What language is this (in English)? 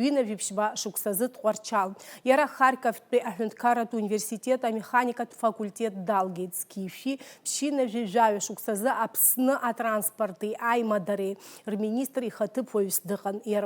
Abkhazian